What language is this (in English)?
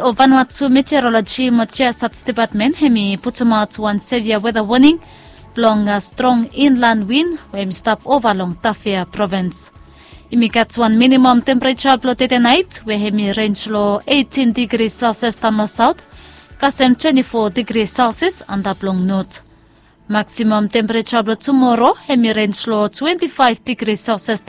Bislama